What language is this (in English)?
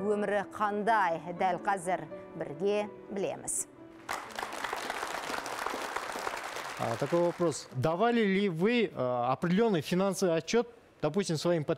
Kazakh